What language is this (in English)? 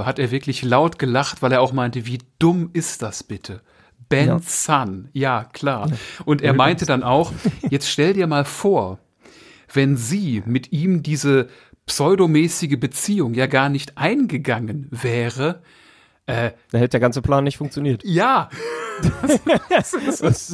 German